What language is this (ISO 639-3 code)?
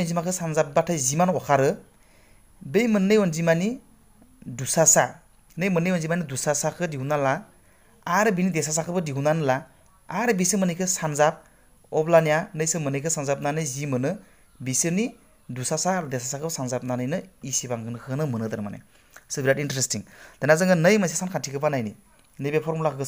brx